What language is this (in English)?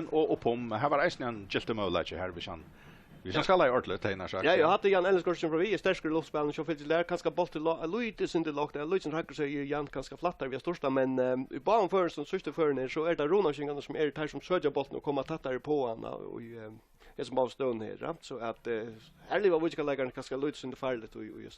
Faroese